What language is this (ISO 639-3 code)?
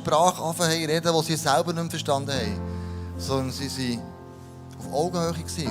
gsw